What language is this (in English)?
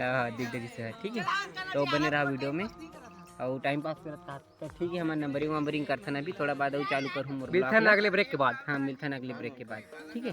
Chhattisgarhi